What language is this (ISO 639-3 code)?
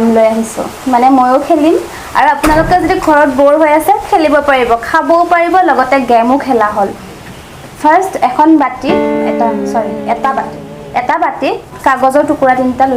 asm